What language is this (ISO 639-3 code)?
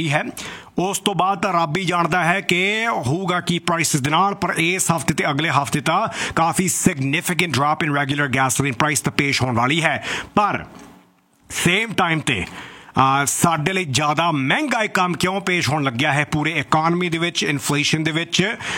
pan